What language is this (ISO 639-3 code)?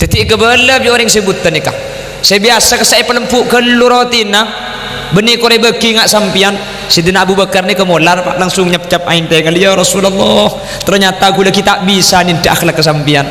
mad